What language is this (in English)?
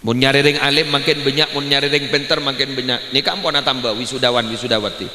Madurese